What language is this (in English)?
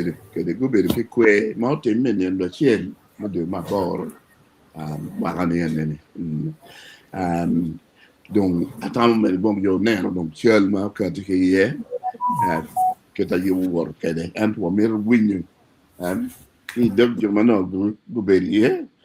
Acoli